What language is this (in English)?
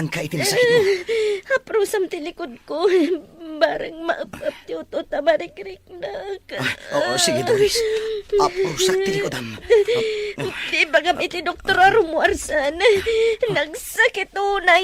Iloko